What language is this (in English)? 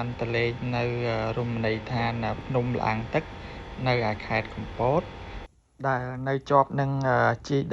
Khmer